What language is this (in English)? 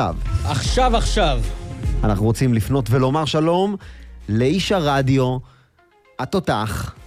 Hebrew